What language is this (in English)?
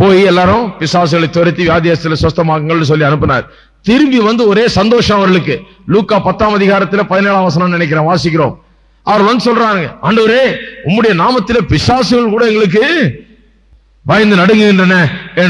Tamil